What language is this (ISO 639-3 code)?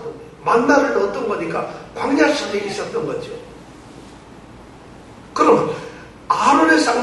kor